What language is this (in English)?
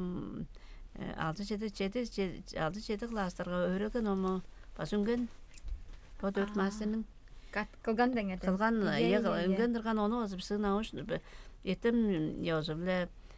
Tuvinian